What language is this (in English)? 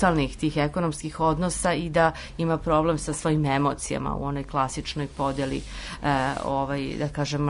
Serbian